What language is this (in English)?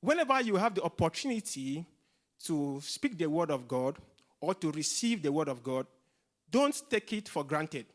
English